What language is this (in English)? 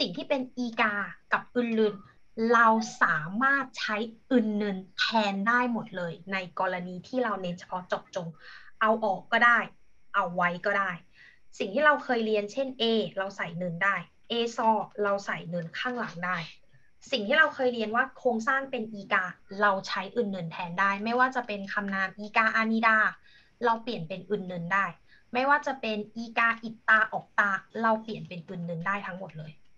Thai